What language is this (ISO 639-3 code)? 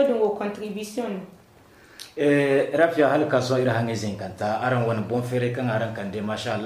dje